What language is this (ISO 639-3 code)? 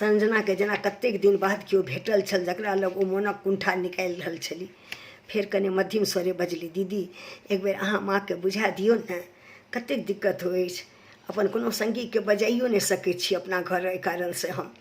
mai